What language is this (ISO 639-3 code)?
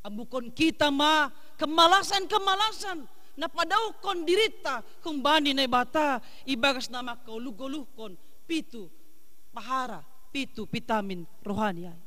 bts